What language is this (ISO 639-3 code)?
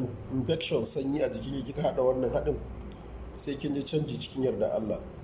hau